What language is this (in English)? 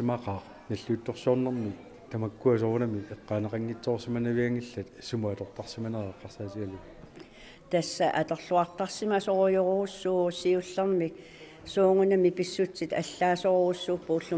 Kalaallisut